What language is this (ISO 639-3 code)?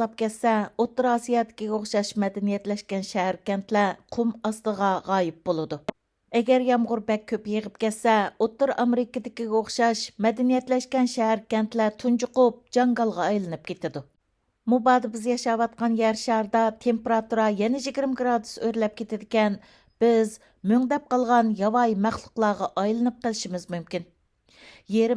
uig